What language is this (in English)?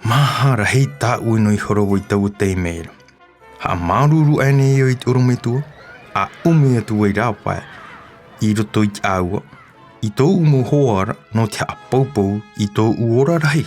Tahitian